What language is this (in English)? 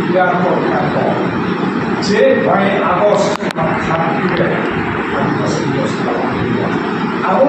Santali